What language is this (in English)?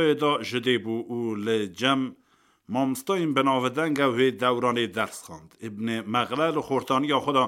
Kurdish